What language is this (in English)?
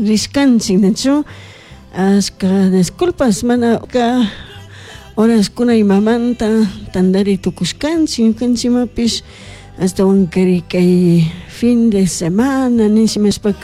Chimborazo Highland Quichua